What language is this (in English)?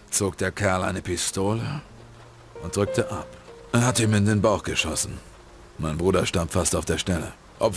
Bavarian